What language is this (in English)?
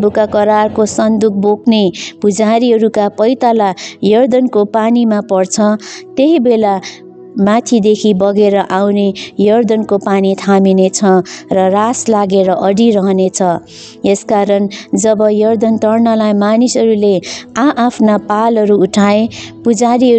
Nepali